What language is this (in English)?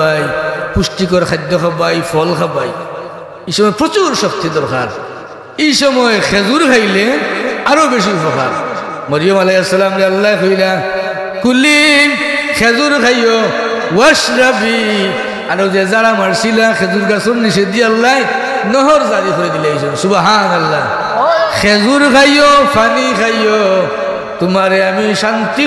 Sylheti